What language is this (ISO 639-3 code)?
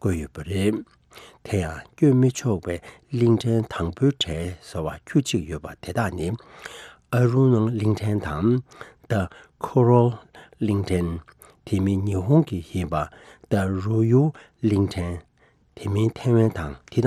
bod